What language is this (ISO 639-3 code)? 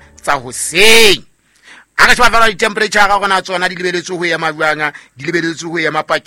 sot